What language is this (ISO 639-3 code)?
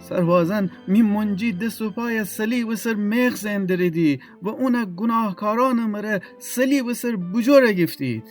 glk